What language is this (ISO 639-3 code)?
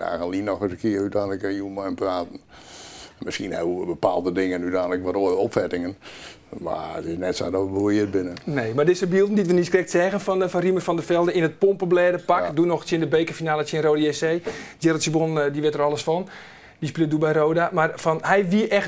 fry